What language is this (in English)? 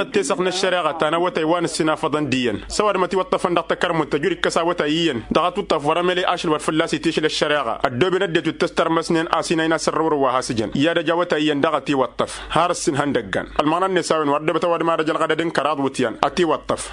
Tamasheq